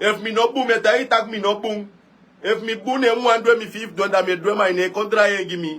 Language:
Sranan Tongo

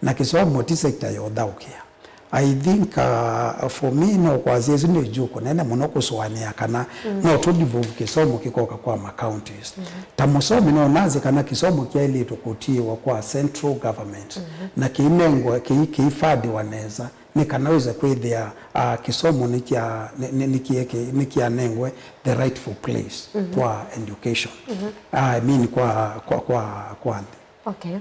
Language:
Kamba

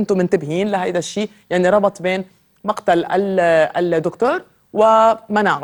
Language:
North Levantine Arabic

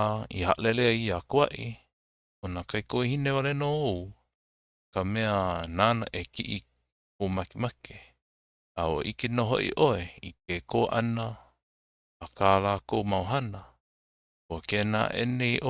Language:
Hawaiian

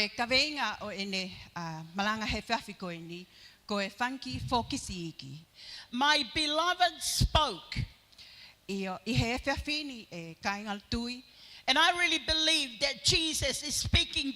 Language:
Tongan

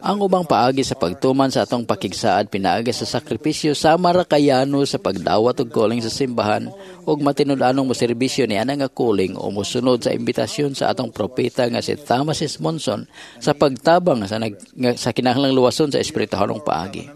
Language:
Cebuano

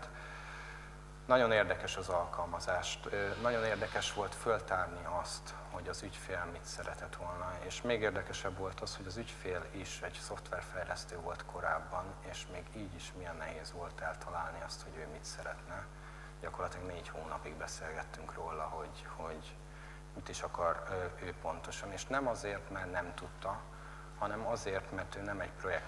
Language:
Hungarian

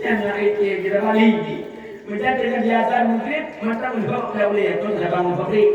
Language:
Achinese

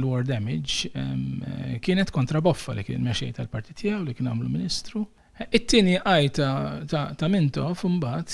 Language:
Maltese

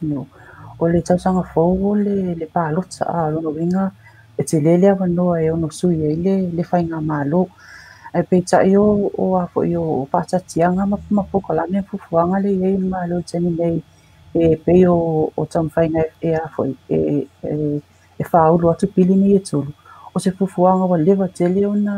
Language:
Samoan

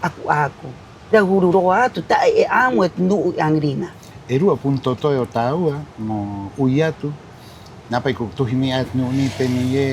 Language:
Rapanui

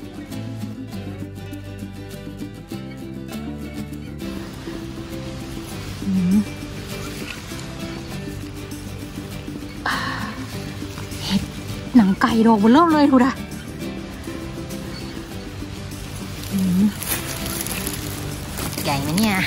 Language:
Thai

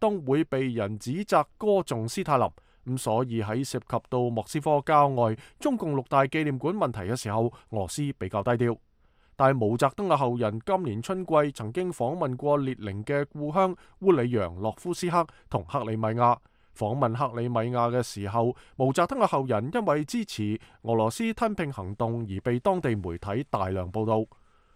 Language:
Cantonese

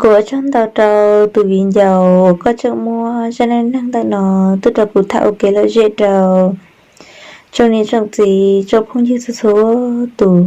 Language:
Hmong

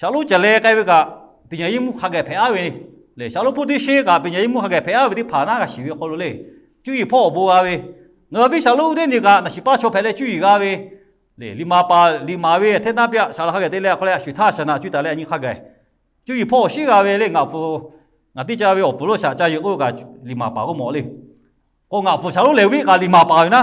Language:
Lahu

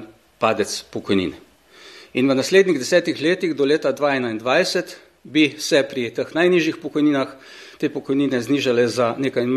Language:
Slovenian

